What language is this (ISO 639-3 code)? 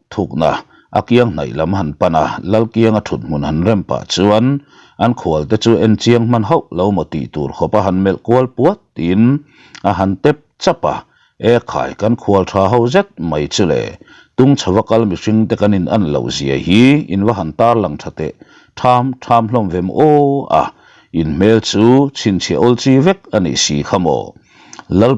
lus